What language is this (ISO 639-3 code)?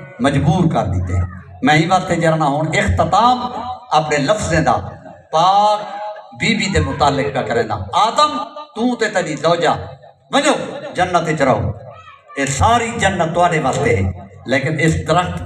skr